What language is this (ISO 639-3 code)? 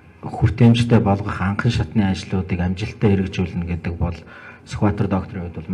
mon